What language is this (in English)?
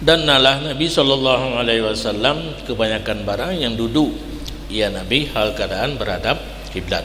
Achinese